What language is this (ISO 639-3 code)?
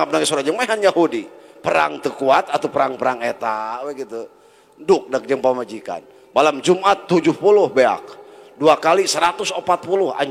sun